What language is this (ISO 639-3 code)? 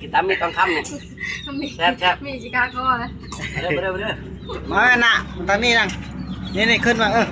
tts